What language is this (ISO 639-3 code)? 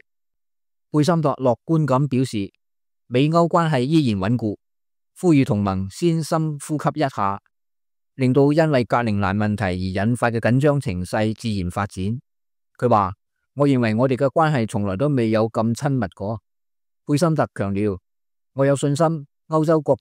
yue